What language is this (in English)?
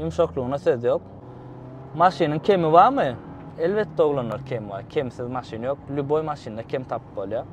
Turkmen